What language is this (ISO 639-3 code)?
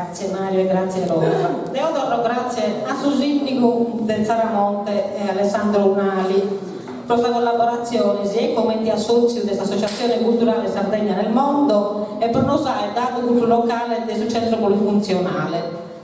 srd